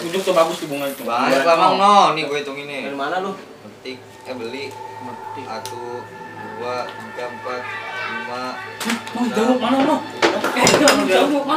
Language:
Betawi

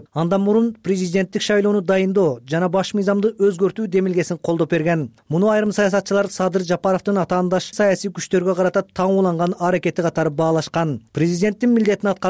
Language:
Kyrgyz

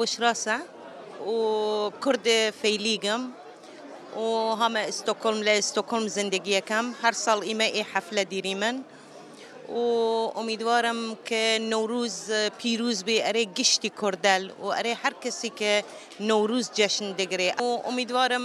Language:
Kurdish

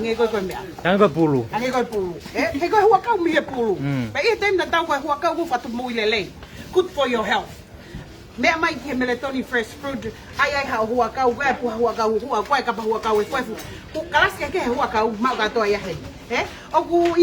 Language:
Tongan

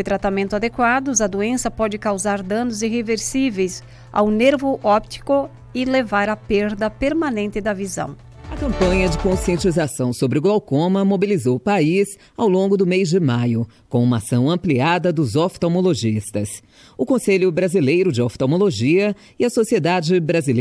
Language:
Portuguese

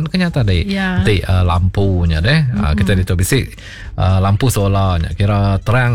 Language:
Iban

